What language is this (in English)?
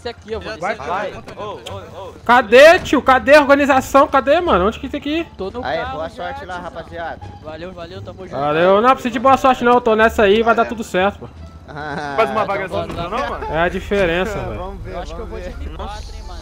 Portuguese